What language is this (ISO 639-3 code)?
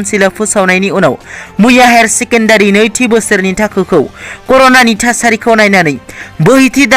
brx